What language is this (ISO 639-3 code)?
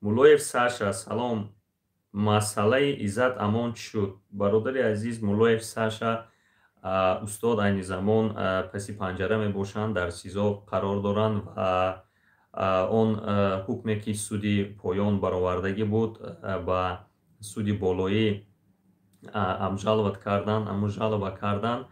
tgk